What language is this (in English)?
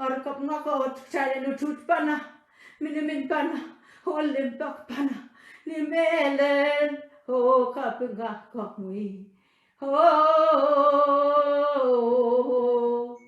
Pohnpeian